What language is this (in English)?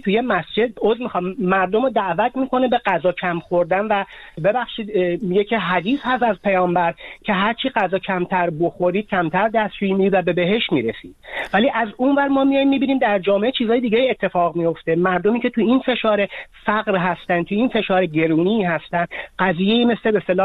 Persian